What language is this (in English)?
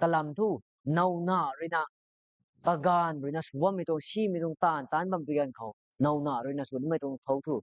Rongmei Naga